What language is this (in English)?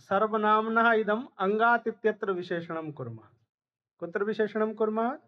Sanskrit